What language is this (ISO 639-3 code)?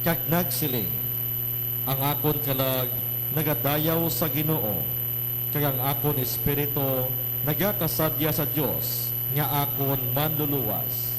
hil